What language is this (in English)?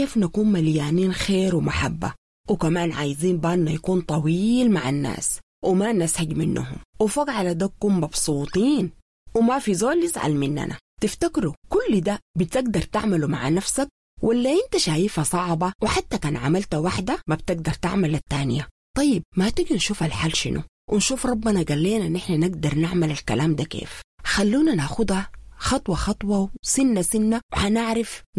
Sudanese Arabic